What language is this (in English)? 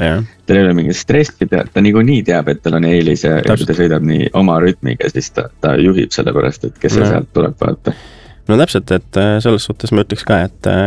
Estonian